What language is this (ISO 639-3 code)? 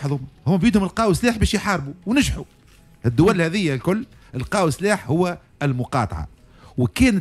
aeb